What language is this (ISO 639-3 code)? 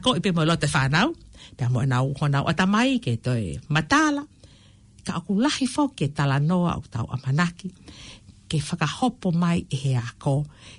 ton